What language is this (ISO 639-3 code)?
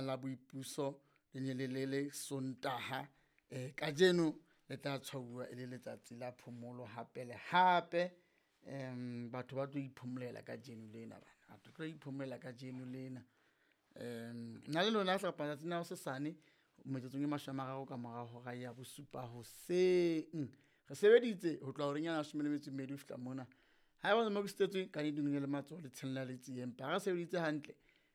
sot